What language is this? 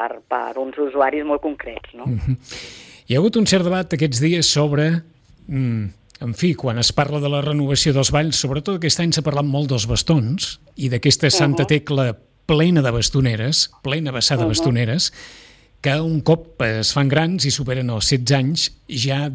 Catalan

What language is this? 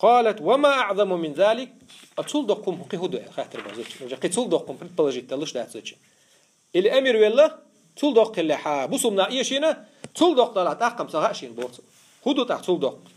Chechen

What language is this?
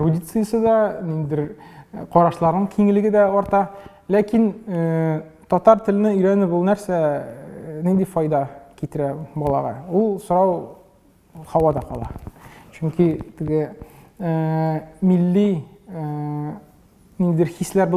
Tatar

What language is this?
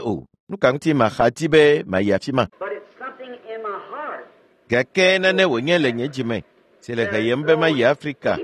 Ewe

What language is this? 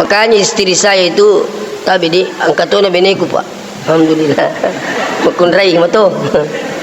Buginese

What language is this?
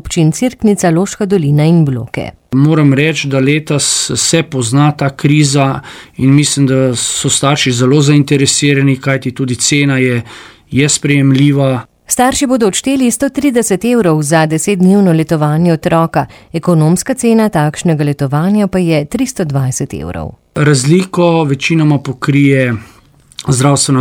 Slovenian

